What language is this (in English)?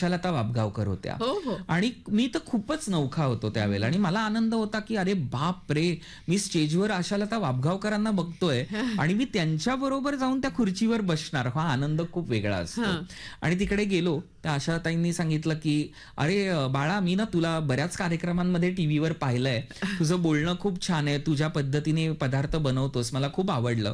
Marathi